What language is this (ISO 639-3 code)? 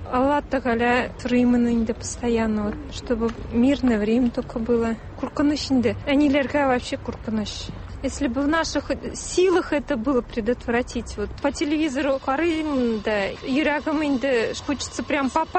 tat